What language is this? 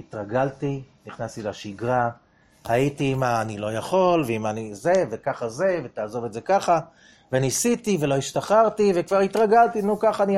Hebrew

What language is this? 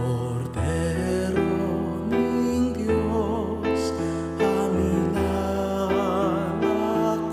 Pampanga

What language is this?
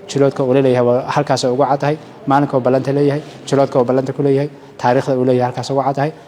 Somali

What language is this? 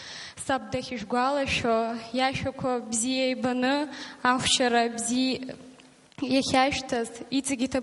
Abkhazian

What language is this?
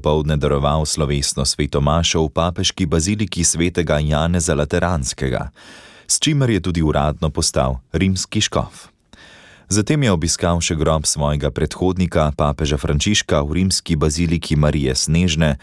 Slovenian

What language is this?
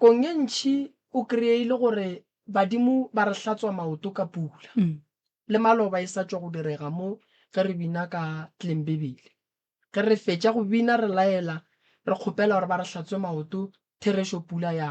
Northern Sotho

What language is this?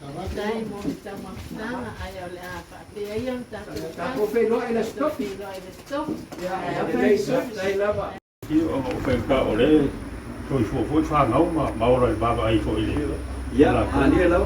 Samoan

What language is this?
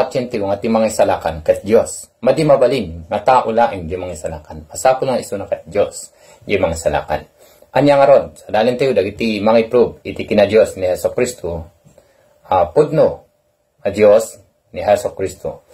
Iloko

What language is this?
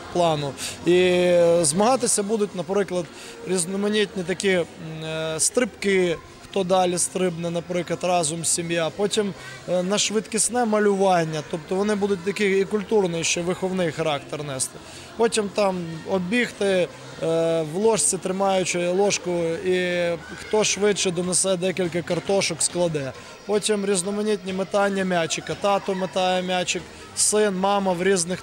Ukrainian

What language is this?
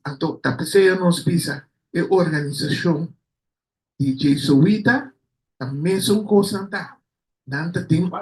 Papiamento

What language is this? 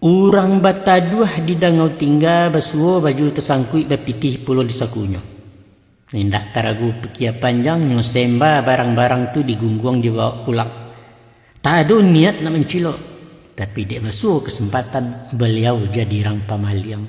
Minangkabau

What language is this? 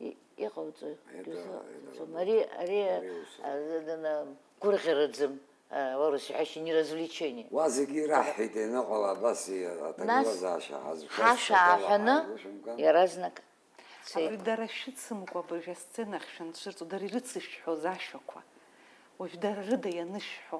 Abkhazian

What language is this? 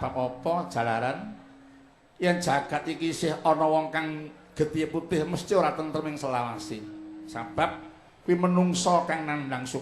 Javanese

